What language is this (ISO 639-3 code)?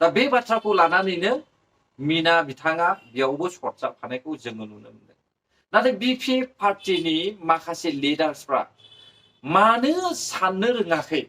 brx